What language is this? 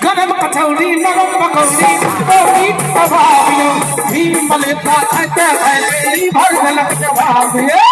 Maithili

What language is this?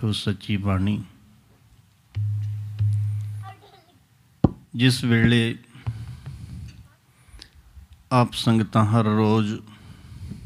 Punjabi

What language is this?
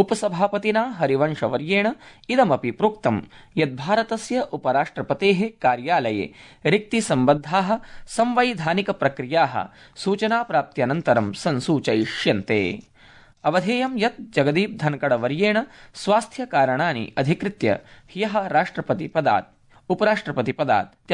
Sanskrit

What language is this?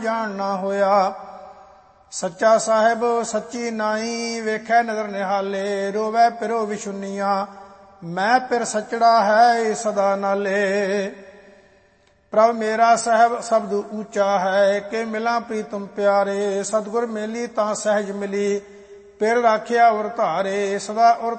Punjabi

